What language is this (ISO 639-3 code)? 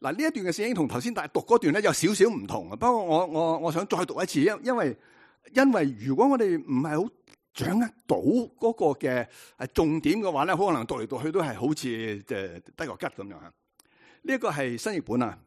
yue